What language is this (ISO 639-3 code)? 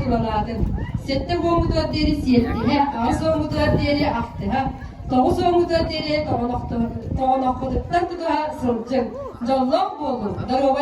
sah